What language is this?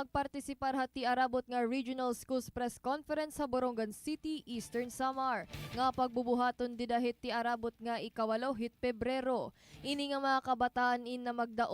Waray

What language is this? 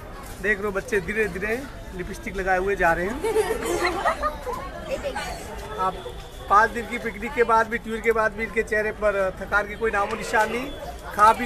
Hindi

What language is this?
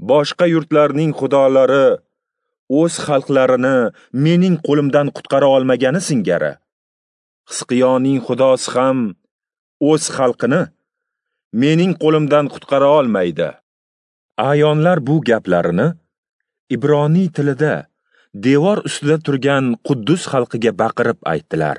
Uzbek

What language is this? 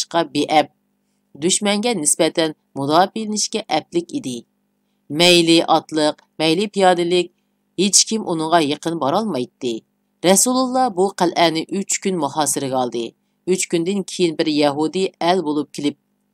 Uyghur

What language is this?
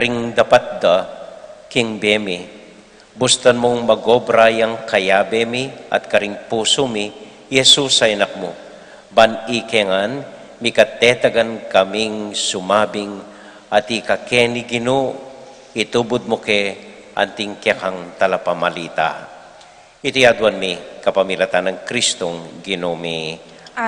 Pampanga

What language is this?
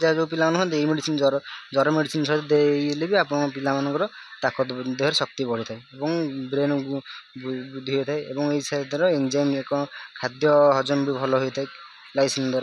Odia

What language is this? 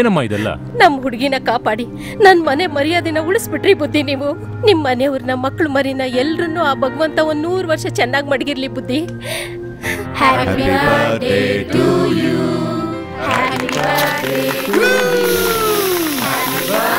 Kannada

